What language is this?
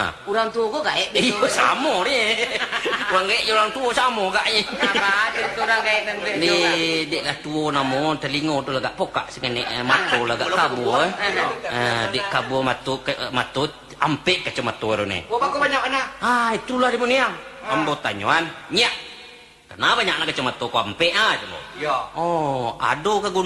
Minangkabau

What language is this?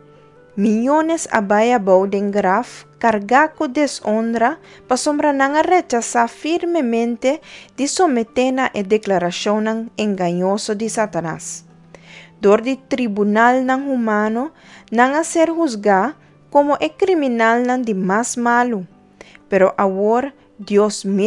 Papiamento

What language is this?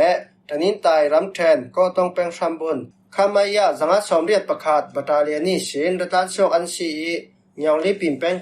Falam Chin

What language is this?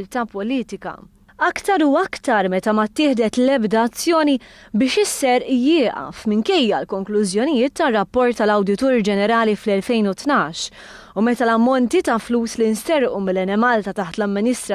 Maltese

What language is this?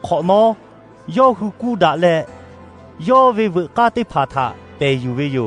Lahu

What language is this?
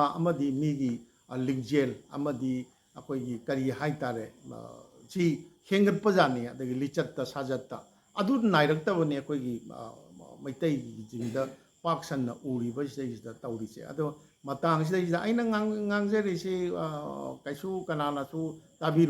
Manipuri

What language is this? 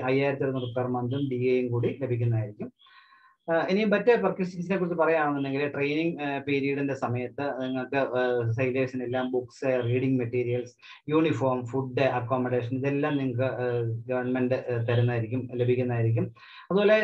Malayalam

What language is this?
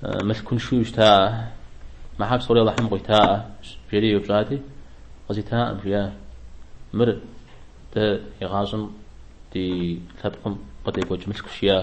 Kabardian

